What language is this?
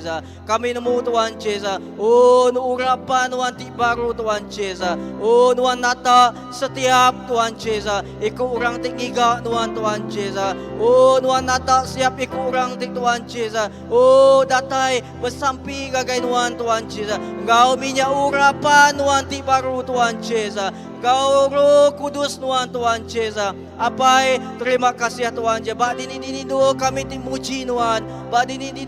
Iban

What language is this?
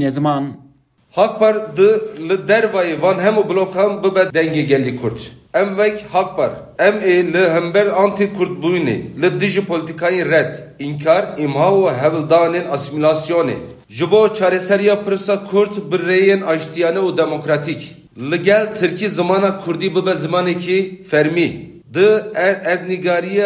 Kurdish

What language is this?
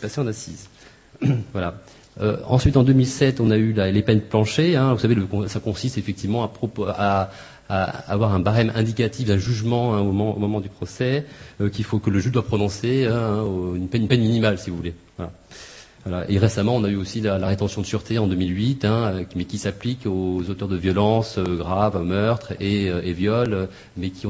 French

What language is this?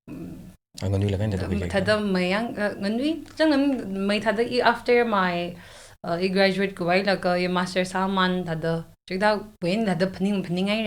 Tangkhul Naga (India)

